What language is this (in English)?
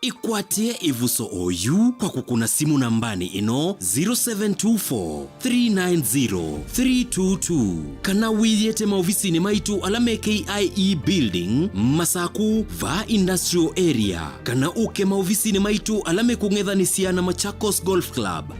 Kamba